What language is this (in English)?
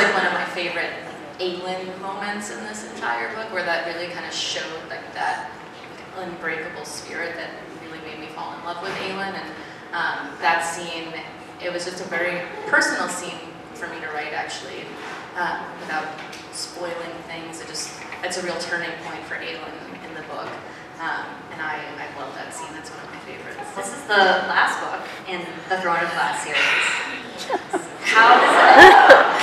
English